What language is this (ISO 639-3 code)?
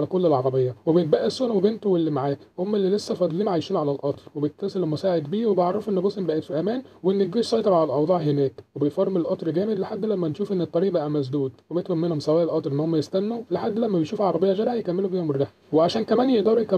arz